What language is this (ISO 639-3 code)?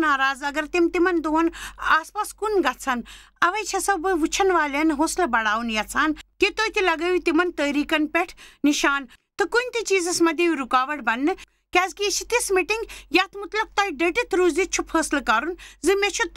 kas